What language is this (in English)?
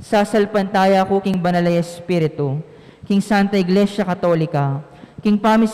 Pampanga